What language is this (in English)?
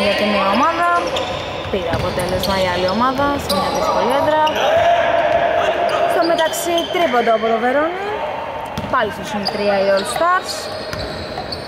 Greek